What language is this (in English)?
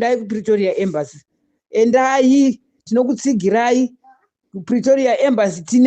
Shona